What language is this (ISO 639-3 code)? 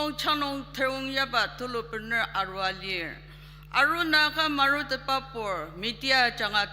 njo